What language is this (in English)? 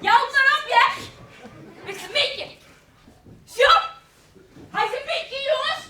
Western Frisian